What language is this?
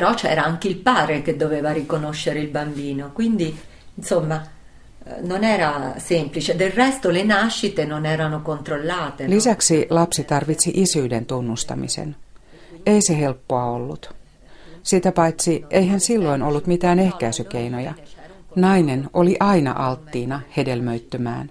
Finnish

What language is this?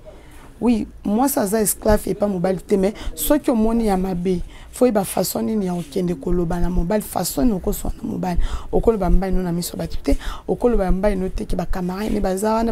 Lingala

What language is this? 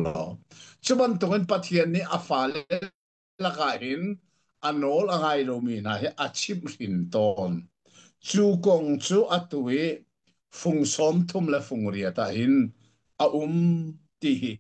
Hakha Chin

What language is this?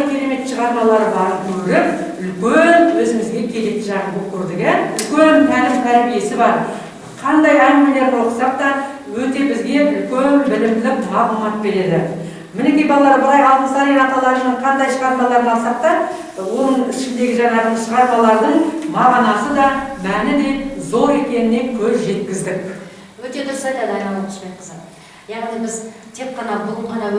Kazakh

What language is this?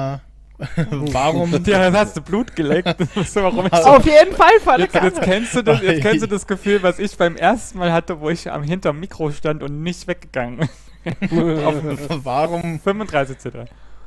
German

